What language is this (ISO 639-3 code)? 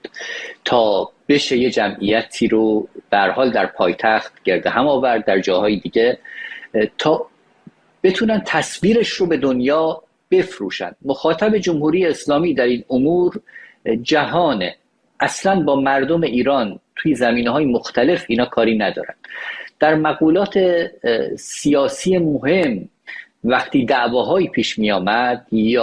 fas